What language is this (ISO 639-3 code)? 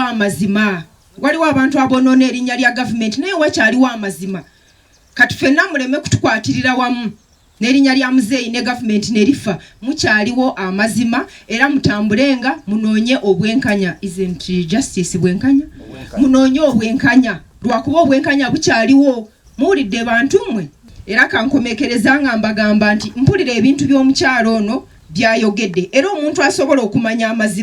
lug